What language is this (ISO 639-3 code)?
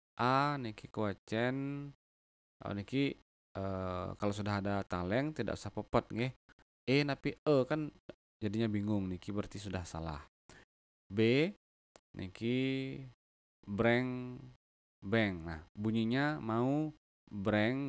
ban